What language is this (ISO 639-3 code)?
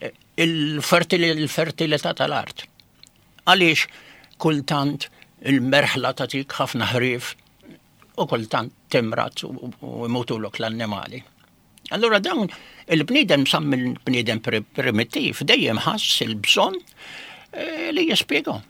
mlt